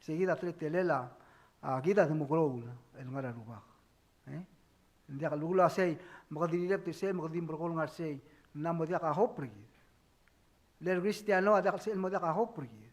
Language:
Palauan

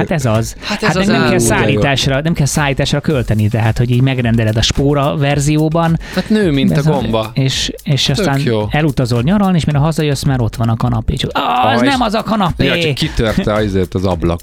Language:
Hungarian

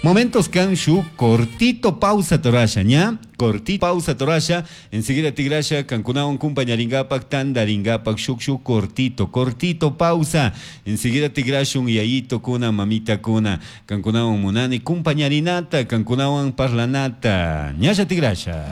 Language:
Chimborazo Highland Quichua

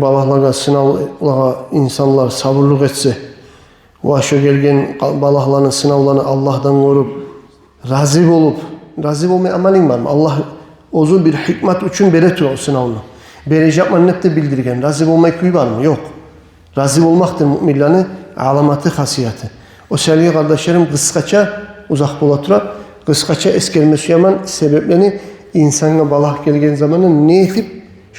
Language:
Kumyk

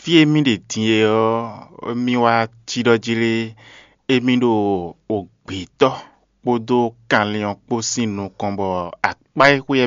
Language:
Fon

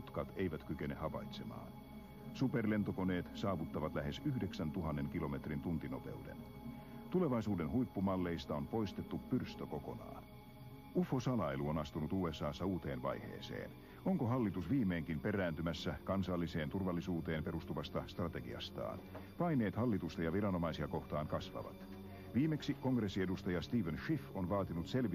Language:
Finnish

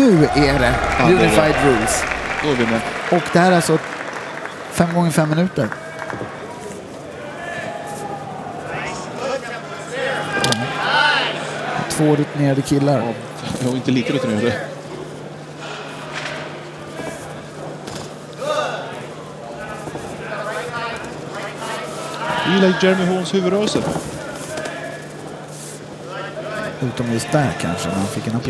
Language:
Swedish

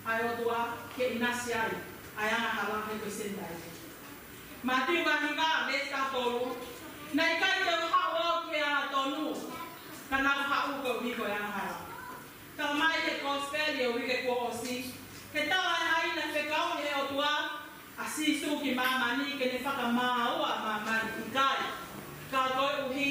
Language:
Tongan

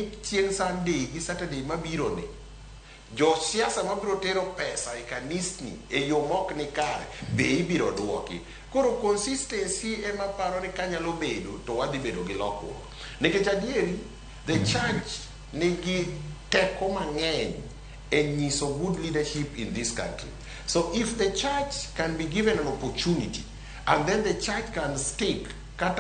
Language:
Luo (Kenya and Tanzania)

